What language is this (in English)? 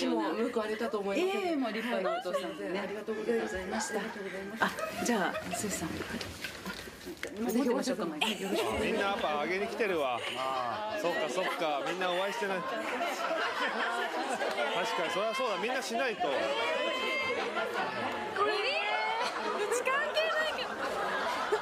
Japanese